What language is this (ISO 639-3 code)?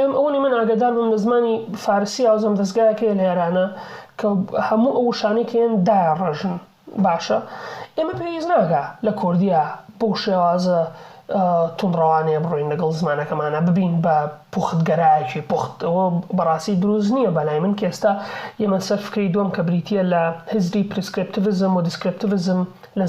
ckb